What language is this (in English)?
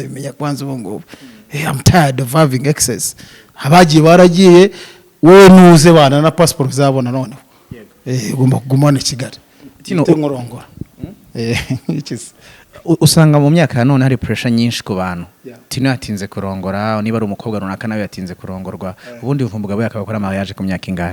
Kinyarwanda